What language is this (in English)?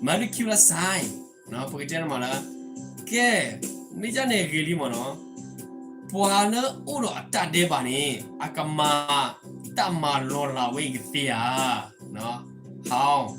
S'gaw Karen